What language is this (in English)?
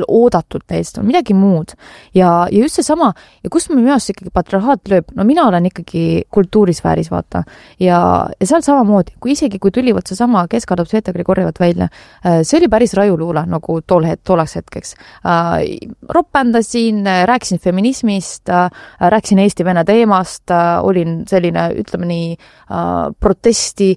Estonian